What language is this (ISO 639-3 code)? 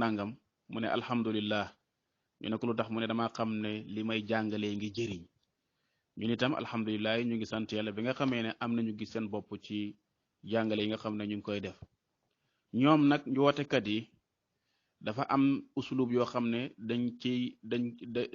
wol